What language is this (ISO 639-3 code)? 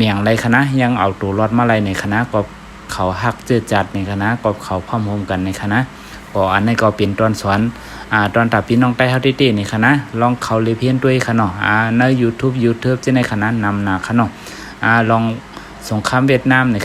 shn